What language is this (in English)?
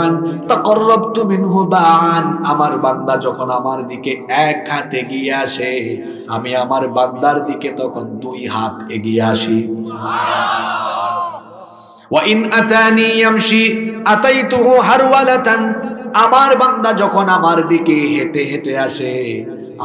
Bangla